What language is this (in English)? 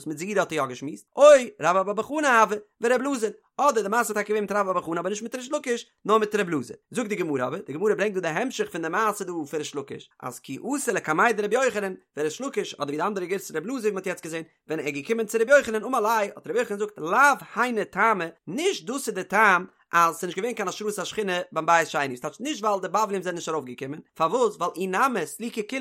Yiddish